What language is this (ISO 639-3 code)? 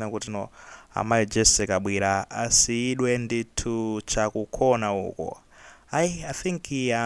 nya